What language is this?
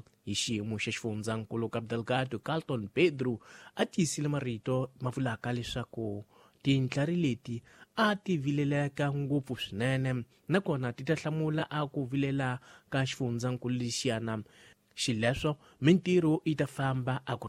Tsonga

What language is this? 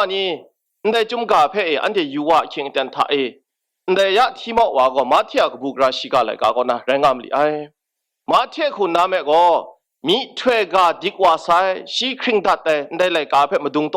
Kachin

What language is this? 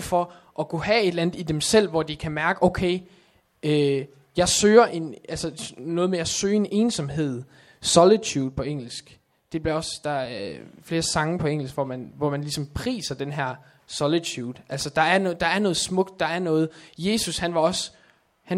Danish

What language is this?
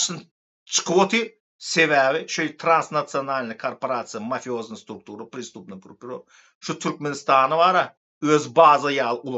Turkmen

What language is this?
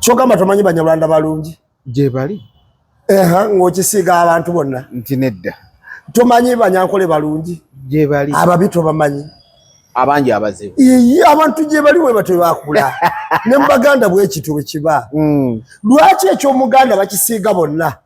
Ganda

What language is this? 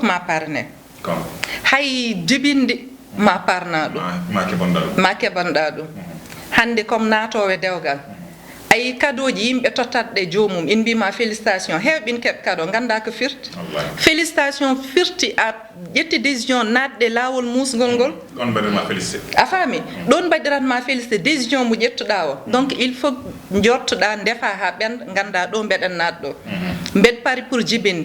Fula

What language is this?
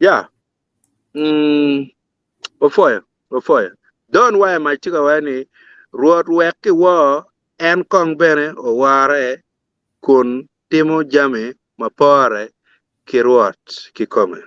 Acoli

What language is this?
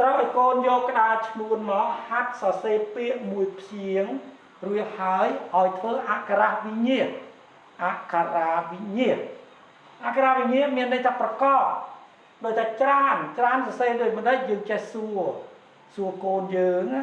Khmer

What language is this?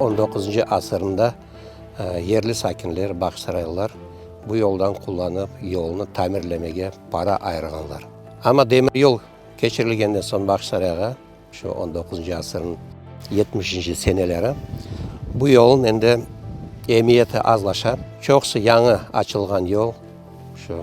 Crimean Tatar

